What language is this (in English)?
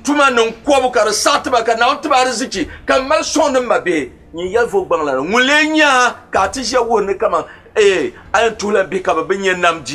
Dagbani